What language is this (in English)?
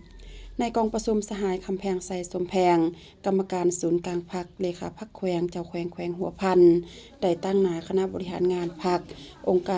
Lao